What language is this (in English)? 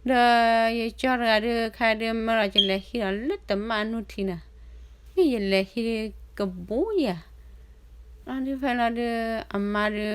S'gaw Karen